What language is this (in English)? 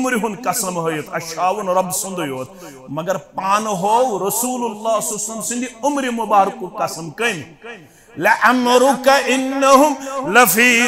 Kashmiri